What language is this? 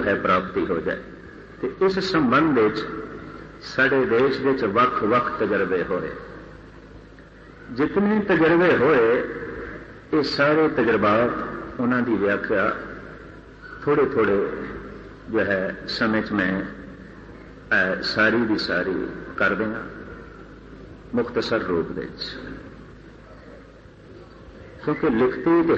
Punjabi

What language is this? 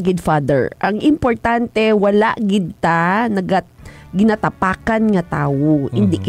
Hiligaynon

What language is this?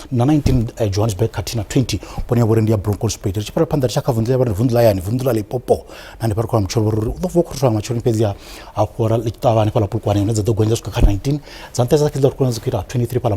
Venda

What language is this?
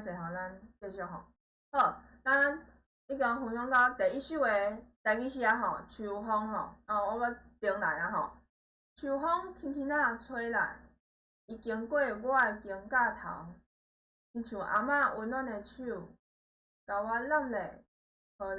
Min Nan Chinese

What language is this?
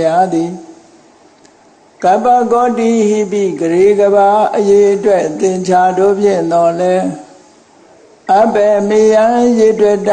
Burmese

